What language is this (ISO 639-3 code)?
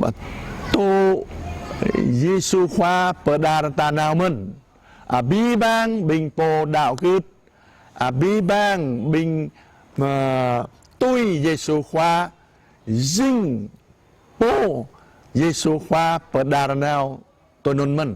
jra